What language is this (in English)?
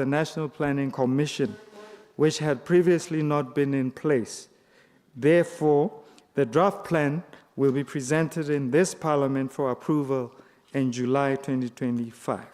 Tswana